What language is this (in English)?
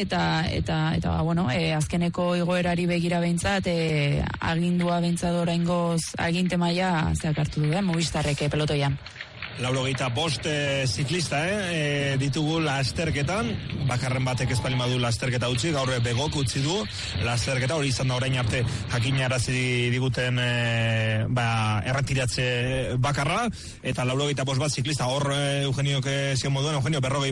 Basque